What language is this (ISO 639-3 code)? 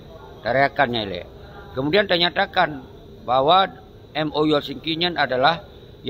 ace